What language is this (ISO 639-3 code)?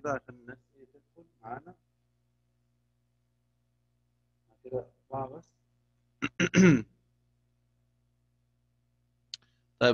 arz